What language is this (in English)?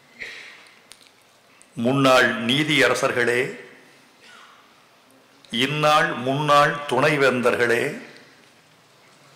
Tamil